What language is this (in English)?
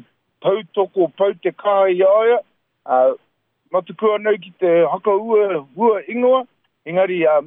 Māori